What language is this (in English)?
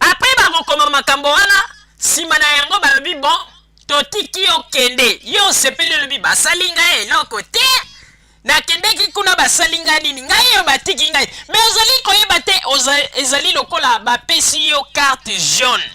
Lingala